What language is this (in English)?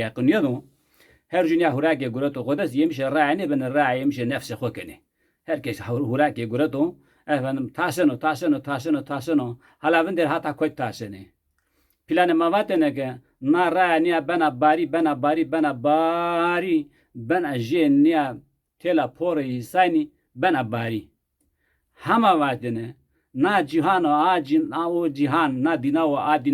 Zaza